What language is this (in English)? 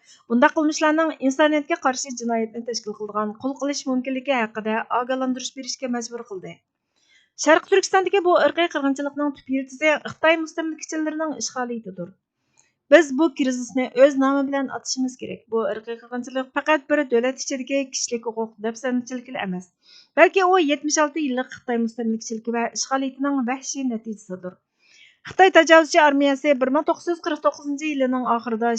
Uyghur